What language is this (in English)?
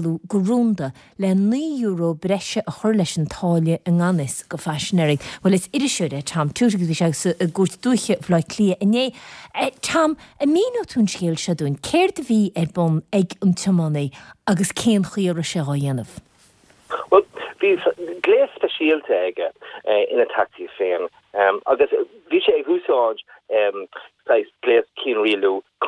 Irish